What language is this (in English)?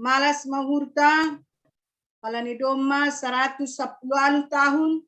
Batak Simalungun